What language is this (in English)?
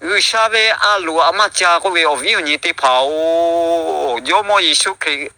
Lahu